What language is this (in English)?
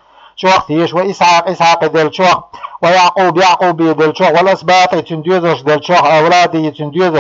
Chechen